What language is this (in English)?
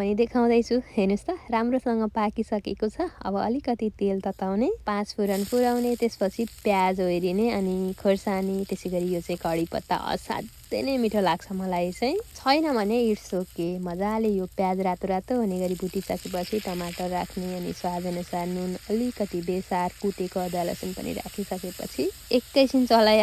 Nepali